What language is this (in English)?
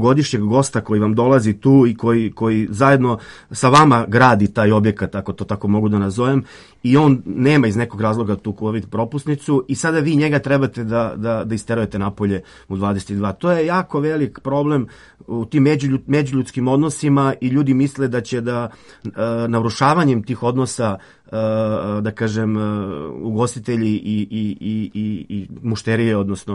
Serbian